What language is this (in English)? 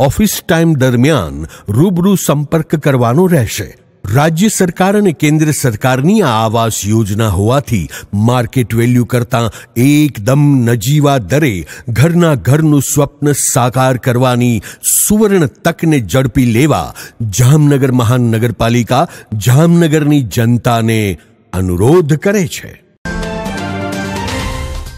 Gujarati